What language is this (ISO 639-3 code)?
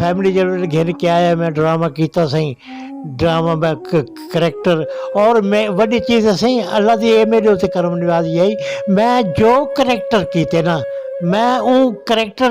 skr